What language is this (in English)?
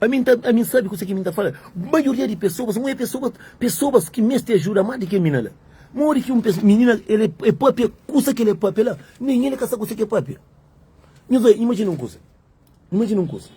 Kabuverdianu